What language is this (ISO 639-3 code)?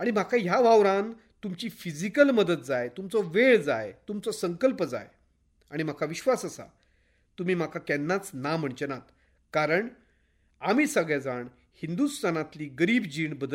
kok